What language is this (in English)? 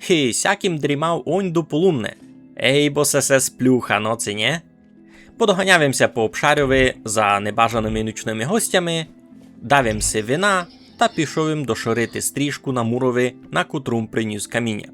Rusyn